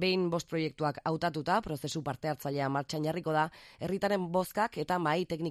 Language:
Basque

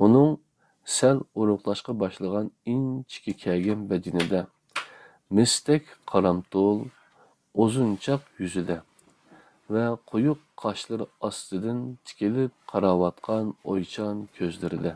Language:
Uyghur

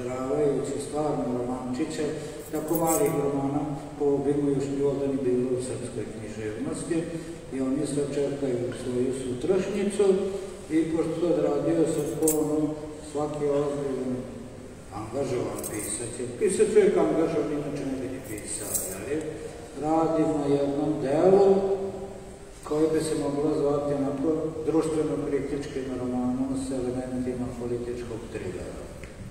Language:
Serbian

